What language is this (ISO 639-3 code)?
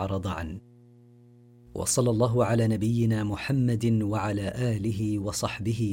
ara